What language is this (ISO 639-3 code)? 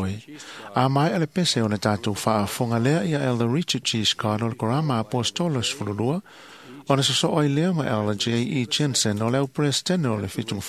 smo